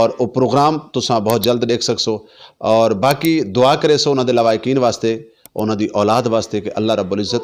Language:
Saraiki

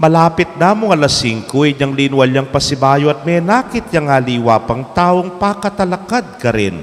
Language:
Pampanga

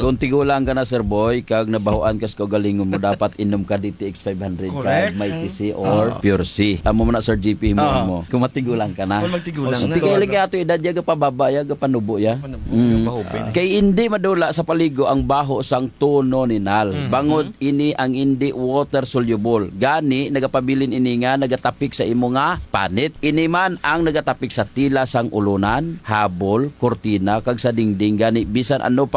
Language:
Hiligaynon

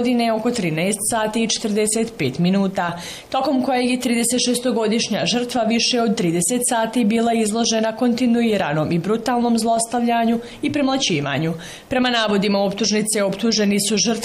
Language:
Bosnian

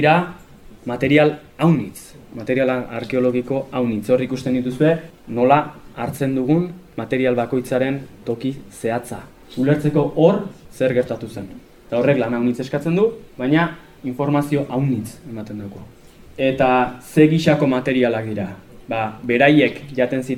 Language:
Basque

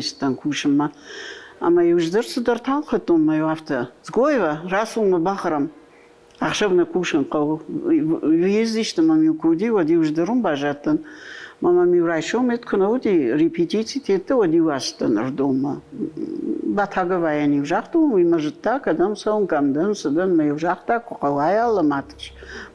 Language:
Ossetic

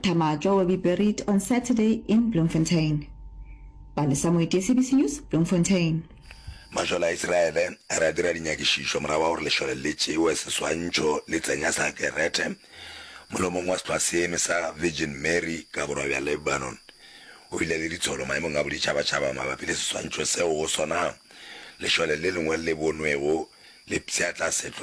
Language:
Northern Sotho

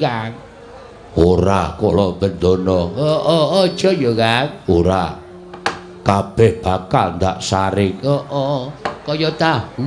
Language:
Javanese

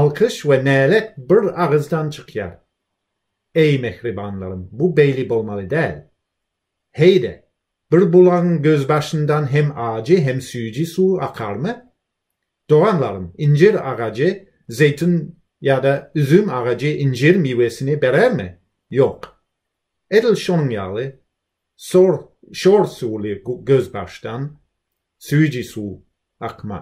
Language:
Turkmen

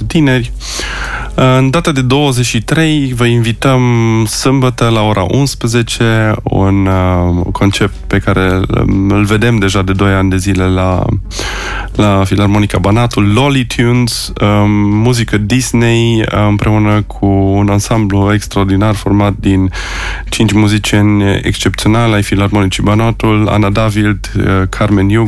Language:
Romanian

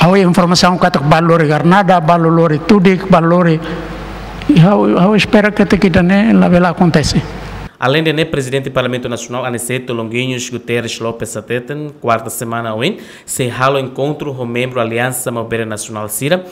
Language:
Tetum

